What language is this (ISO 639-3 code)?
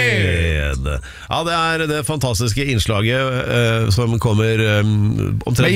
nor